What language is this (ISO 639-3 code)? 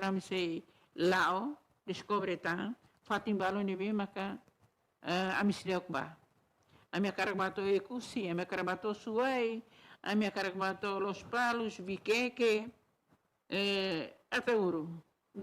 tet